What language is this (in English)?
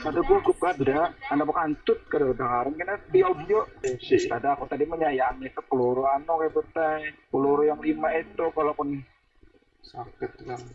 Banjar